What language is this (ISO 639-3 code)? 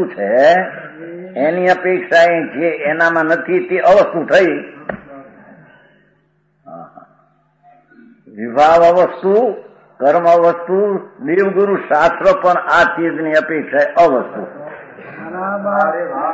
guj